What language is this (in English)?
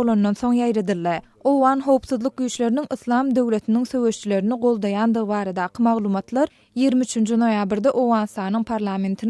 Turkmen